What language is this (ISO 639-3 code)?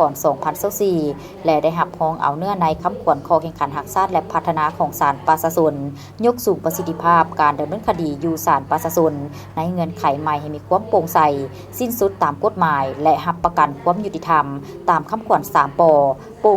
lao